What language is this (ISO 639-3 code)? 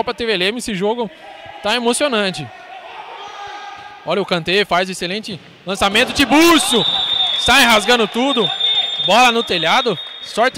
por